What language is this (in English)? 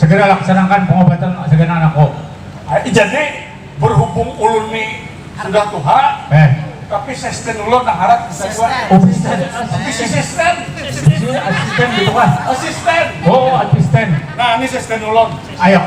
Banjar